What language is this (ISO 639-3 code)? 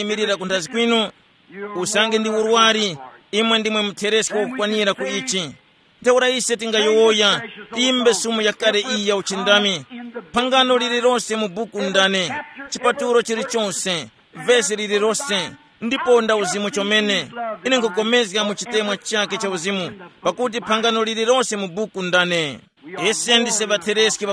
tum